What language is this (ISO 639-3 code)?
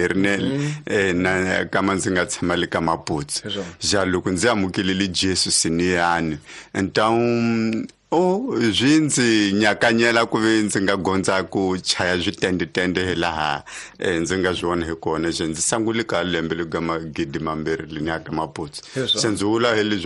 tso